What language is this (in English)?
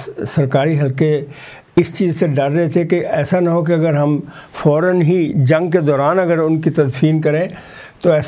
Urdu